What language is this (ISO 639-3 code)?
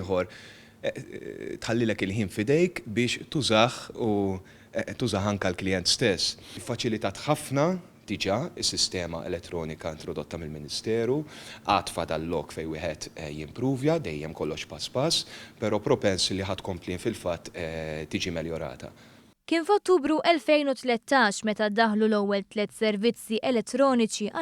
mlt